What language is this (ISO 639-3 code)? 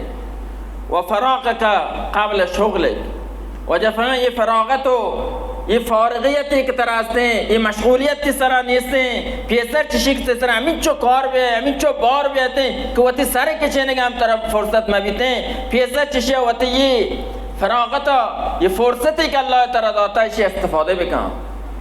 bal